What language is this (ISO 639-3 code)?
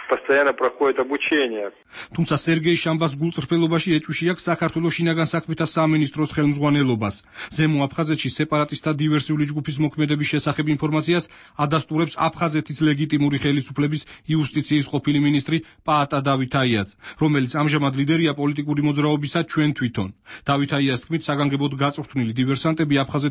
kat